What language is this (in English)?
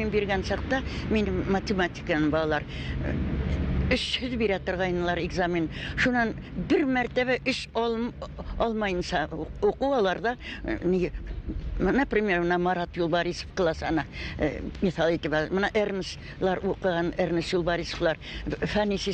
Bashkir